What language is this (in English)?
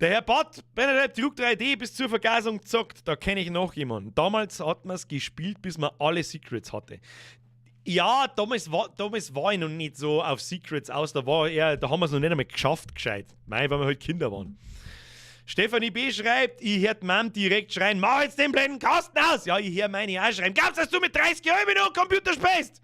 Bavarian